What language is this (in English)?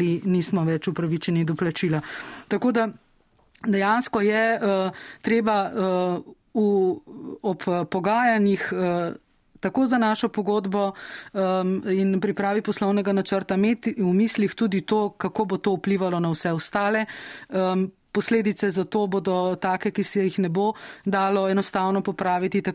Slovenian